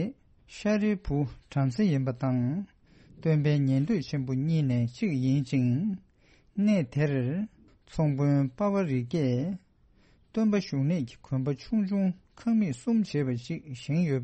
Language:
Tibetan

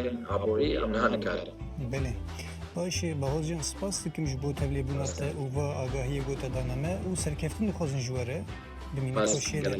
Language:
Kurdish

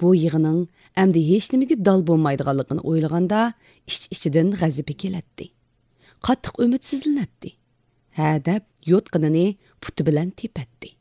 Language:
Uyghur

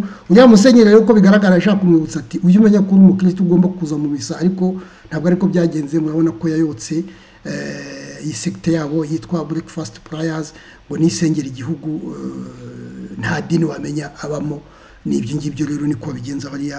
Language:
Kinyarwanda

